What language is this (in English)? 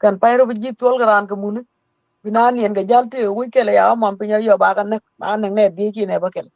Nuer